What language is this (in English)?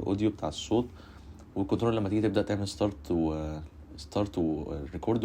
Egyptian Arabic